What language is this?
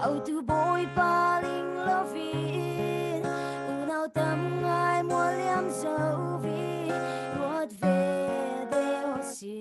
Falam Chin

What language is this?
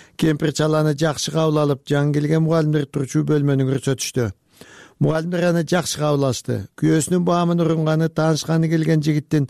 Kyrgyz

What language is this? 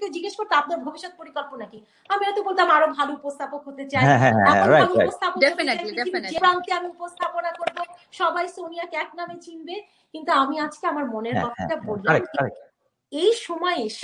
Bangla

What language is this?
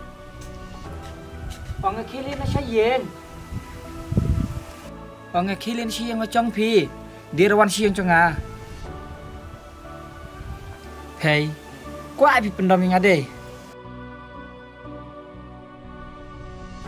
Khasi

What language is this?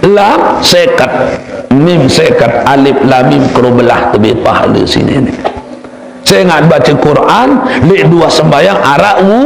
Sasak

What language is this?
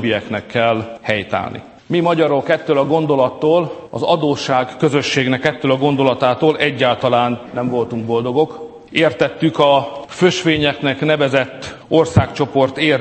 Hungarian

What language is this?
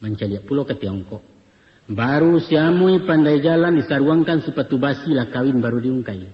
Minangkabau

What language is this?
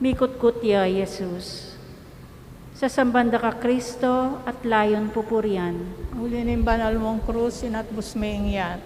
Pampanga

